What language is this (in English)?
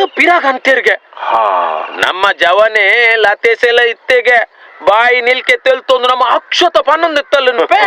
Tulu